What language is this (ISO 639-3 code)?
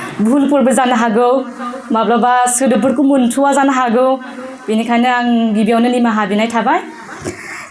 brx